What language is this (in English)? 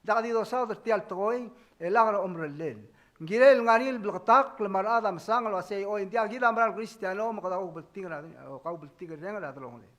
Palauan